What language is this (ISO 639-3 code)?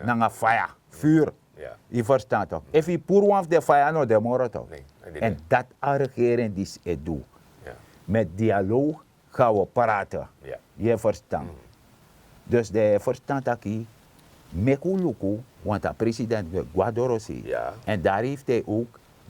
srn